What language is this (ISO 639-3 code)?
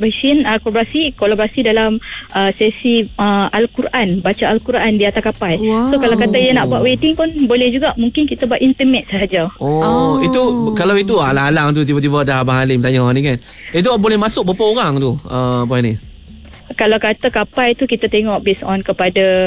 msa